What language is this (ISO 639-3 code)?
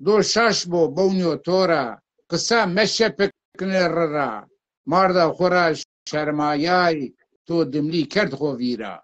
zza